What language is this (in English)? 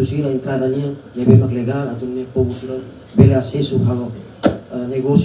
Tetum